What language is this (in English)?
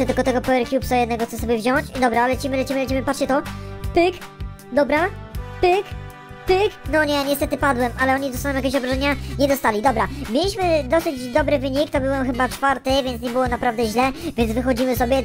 Polish